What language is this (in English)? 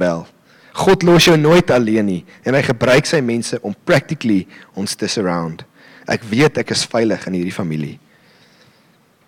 Afrikaans